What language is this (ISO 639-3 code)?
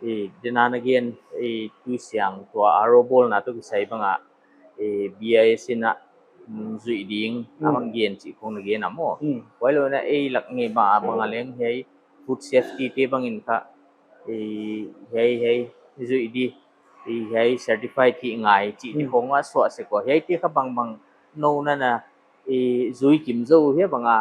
pck